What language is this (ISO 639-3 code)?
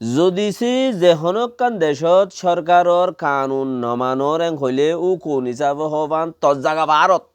rhg